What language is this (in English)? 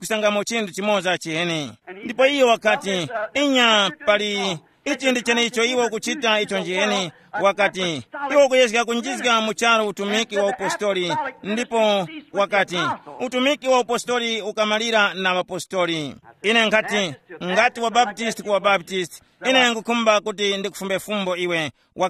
Tumbuka